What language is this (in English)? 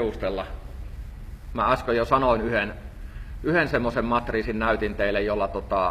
Finnish